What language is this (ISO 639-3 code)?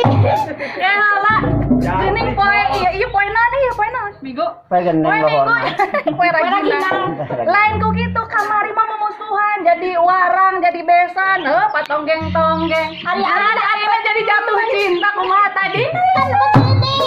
sun